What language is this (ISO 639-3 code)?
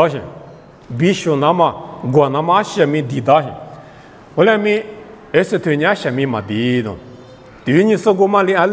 lis